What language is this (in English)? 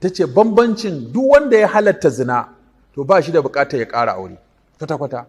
Hausa